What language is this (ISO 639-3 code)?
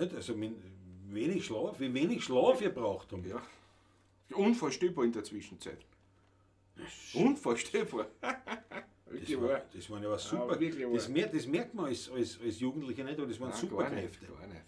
bar